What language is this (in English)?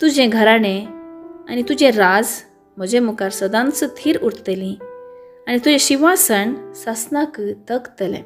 Konkani